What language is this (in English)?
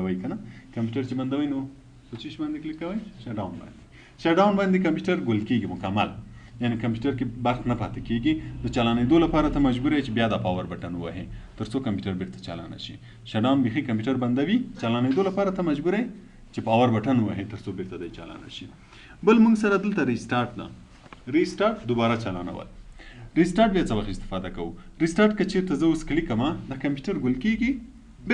Pashto